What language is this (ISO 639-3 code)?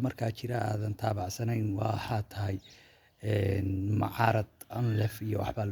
som